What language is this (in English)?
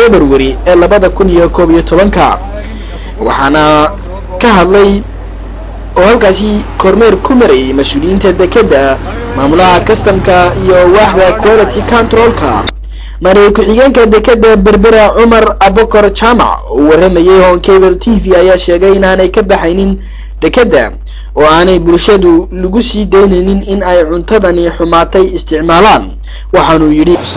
Somali